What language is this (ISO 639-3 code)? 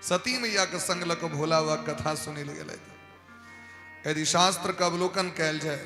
mai